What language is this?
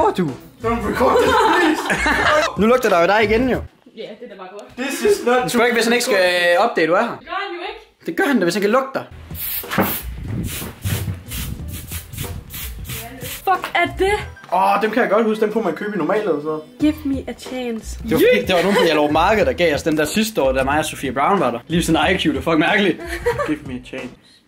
Danish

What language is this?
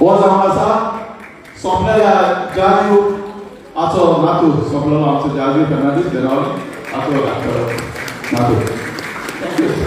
Konkani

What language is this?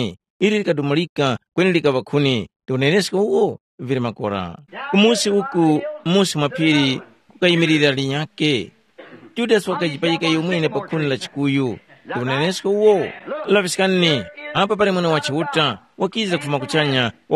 Tumbuka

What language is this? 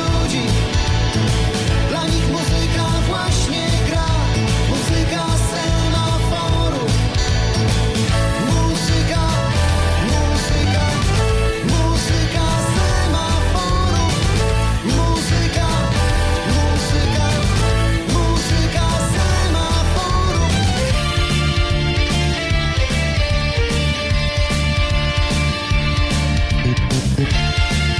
Polish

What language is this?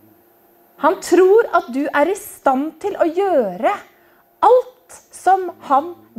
Norwegian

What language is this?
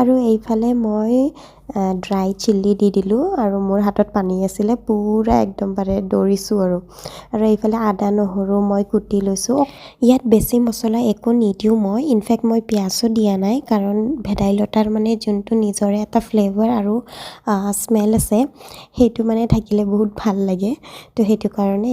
Assamese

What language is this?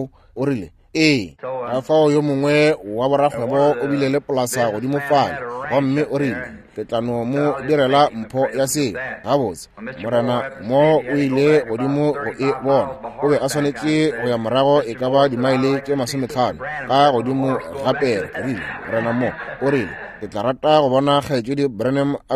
Northern Sotho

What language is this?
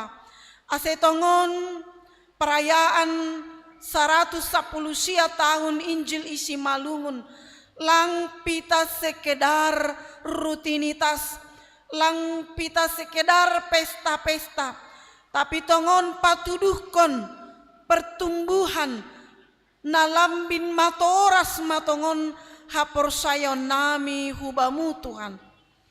Batak Simalungun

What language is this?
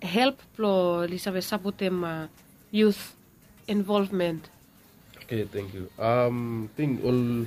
Bislama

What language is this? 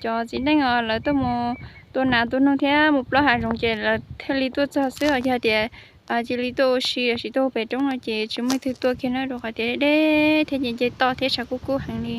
Hmong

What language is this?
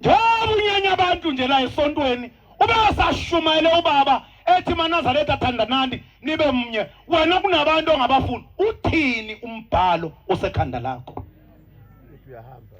Zulu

